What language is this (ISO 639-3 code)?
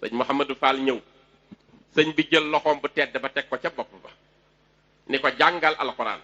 wol